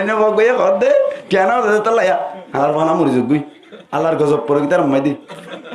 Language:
Rohingya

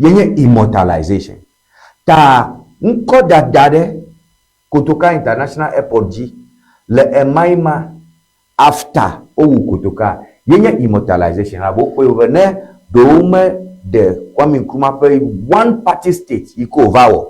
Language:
Ewe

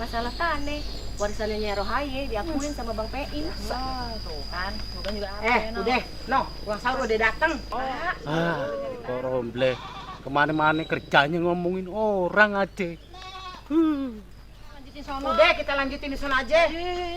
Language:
Betawi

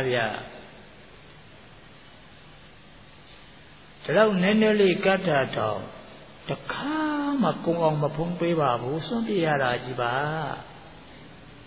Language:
Burmese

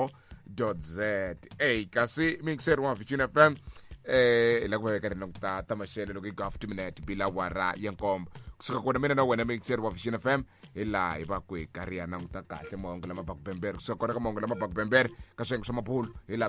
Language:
Tsonga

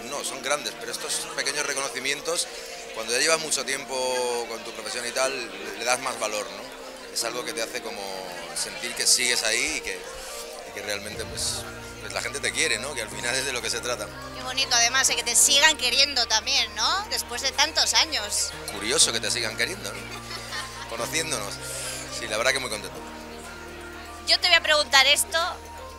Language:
Spanish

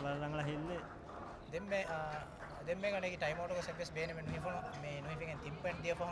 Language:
Divehi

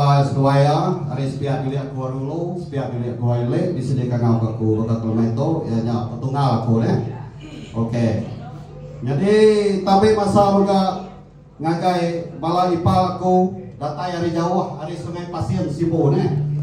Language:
Iban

